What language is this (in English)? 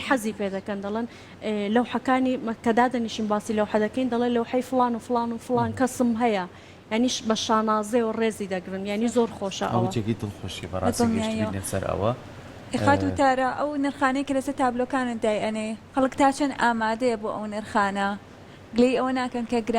Central Kurdish